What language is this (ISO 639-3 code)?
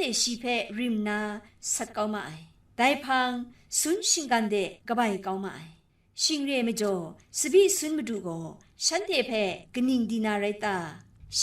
kac